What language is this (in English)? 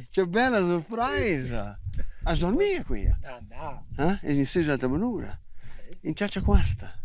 Romansh